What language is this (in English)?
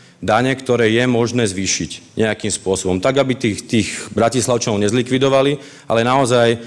Slovak